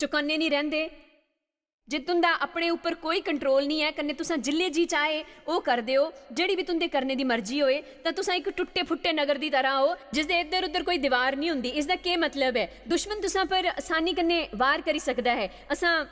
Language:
Dogri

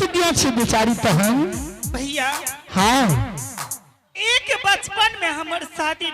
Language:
Angika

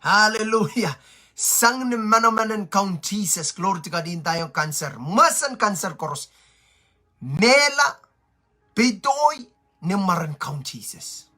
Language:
Pohnpeian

